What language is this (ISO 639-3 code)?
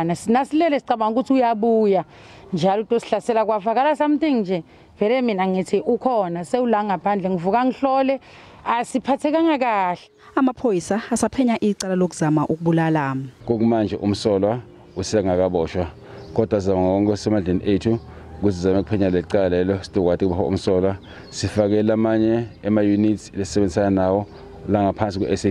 zul